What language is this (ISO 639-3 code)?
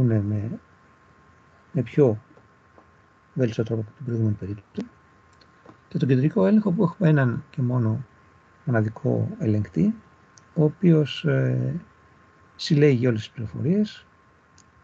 ell